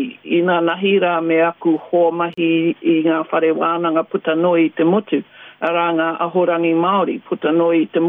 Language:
Māori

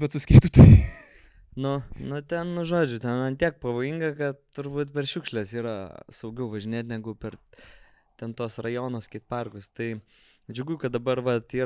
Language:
Lithuanian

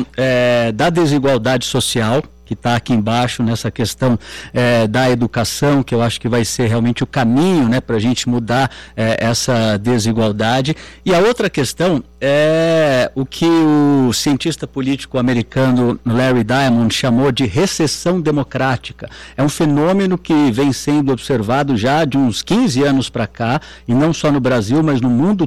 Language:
Portuguese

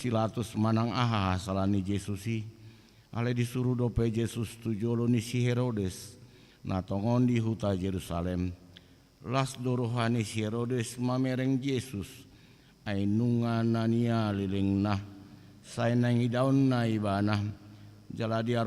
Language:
Batak Toba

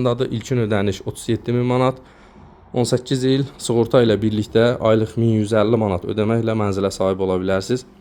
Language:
Azerbaijani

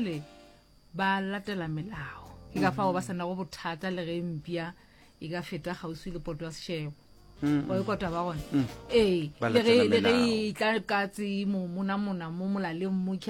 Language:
Northern Sotho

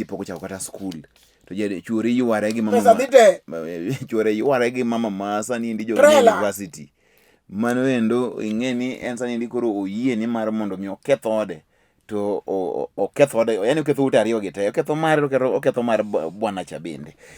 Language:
Luo (Kenya and Tanzania)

